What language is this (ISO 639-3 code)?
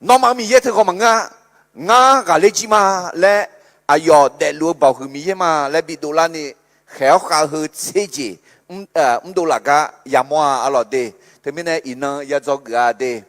ahk